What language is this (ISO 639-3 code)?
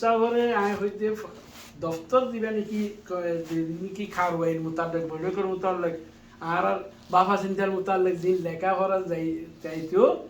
rhg